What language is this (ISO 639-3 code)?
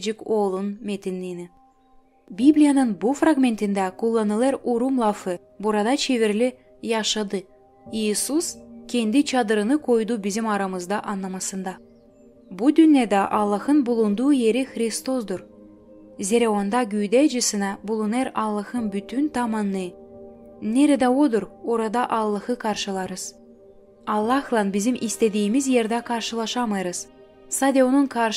gag